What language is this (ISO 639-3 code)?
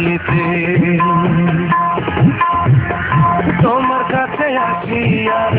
ben